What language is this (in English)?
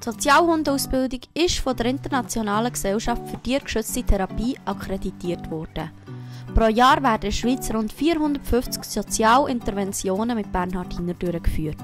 Swiss German